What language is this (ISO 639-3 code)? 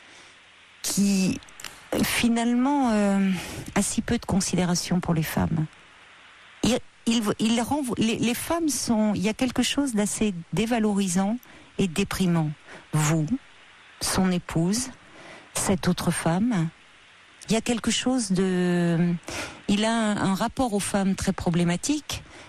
fra